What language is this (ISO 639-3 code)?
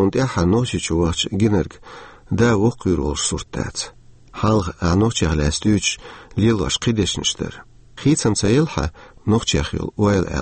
che